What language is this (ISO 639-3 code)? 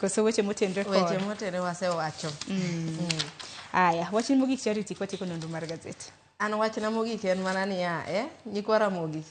luo